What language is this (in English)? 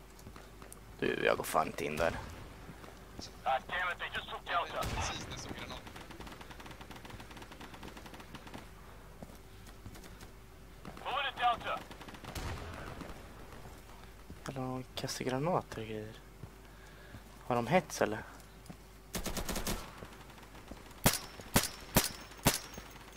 Swedish